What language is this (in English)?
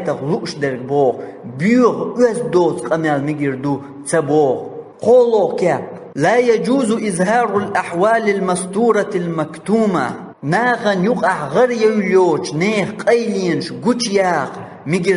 Chechen